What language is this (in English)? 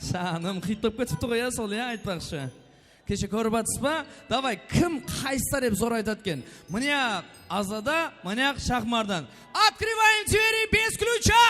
Kara-Kalpak